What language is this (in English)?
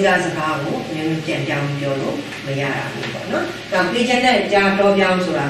Burmese